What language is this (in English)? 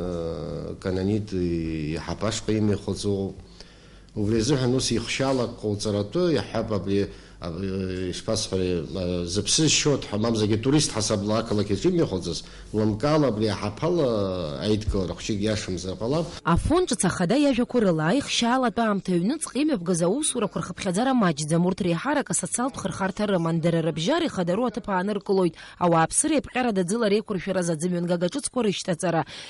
Abkhazian